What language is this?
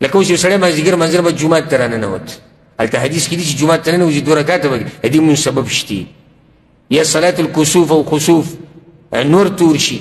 Pashto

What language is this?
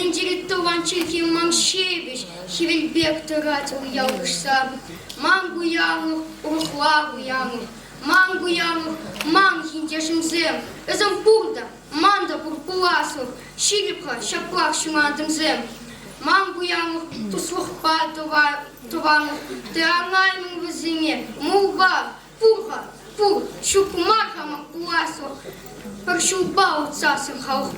Chuvash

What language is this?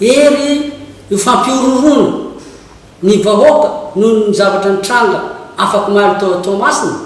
Malagasy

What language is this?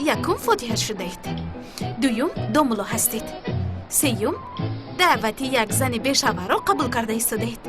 Tajik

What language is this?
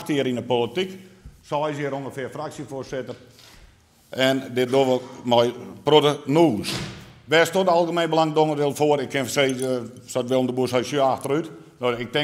Western Frisian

